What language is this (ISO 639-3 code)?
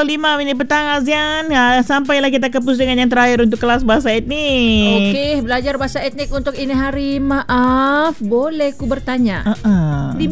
msa